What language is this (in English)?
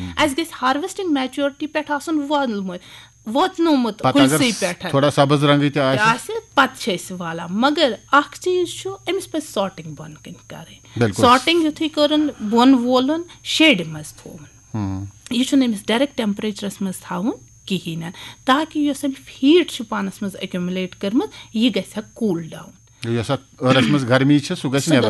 Kashmiri